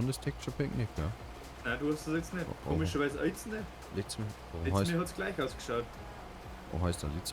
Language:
Bavarian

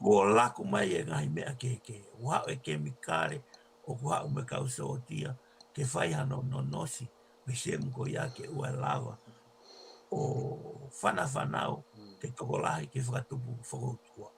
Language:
Tongan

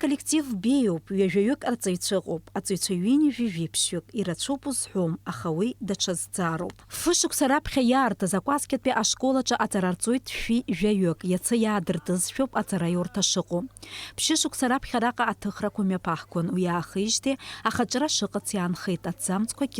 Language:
Abkhazian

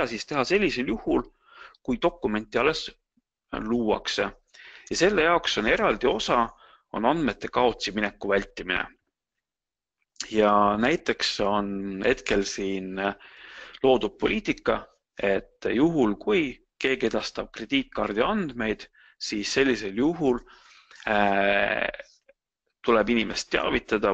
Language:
Estonian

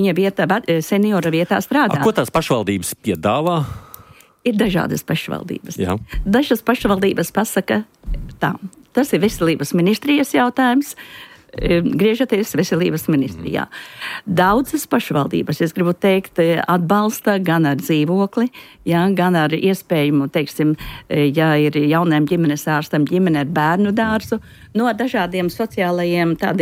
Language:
Latvian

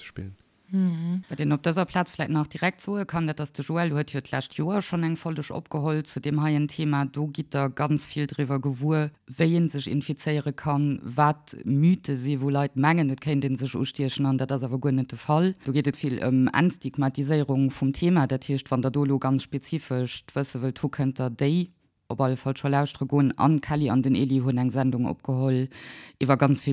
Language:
Luxembourgish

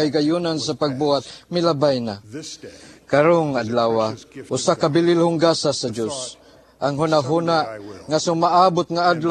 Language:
Cebuano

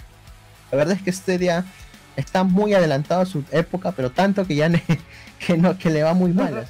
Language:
Spanish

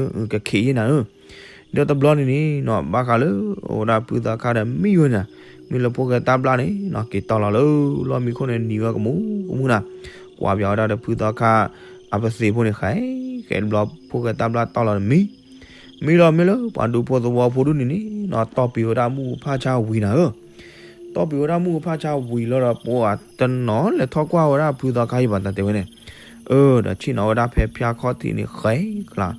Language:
S'gaw Karen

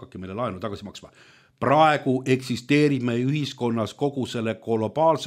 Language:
Estonian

